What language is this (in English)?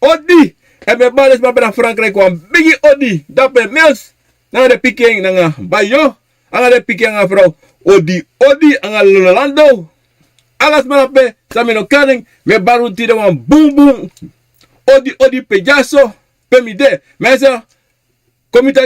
Sranan Tongo